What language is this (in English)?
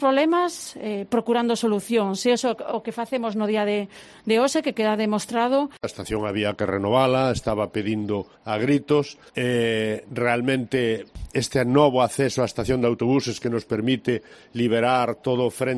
Galician